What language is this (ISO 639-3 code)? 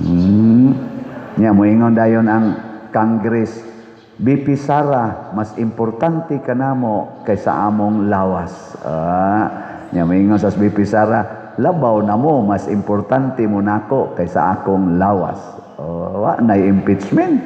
ceb